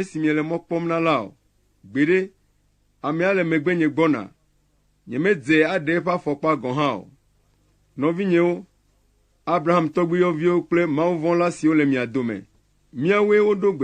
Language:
Ewe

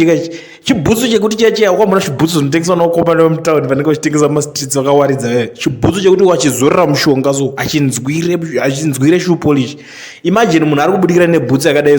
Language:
Shona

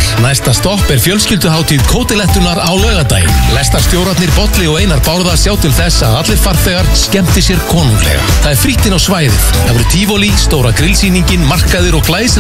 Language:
Icelandic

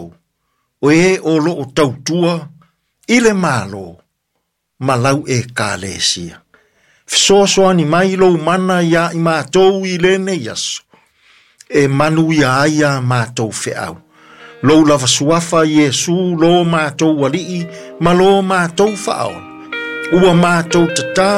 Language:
Samoan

